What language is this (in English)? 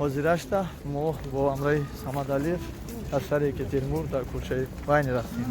Tajik